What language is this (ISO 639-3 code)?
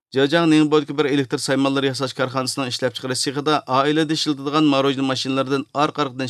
uig